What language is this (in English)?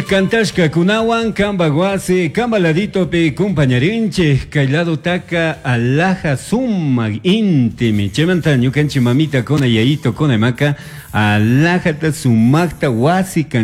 Chimborazo Highland Quichua